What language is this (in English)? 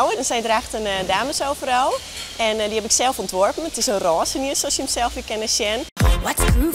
Western Frisian